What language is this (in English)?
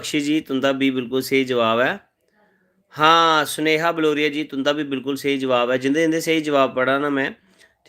Dogri